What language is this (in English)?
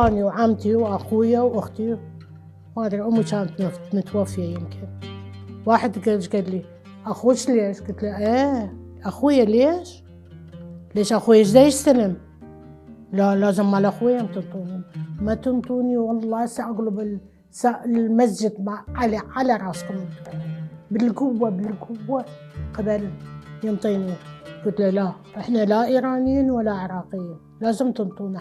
Mesopotamian Arabic